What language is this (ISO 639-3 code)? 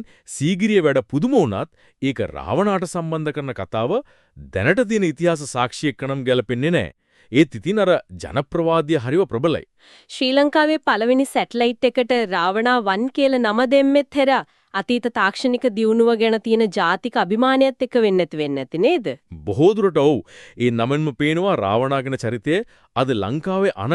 sin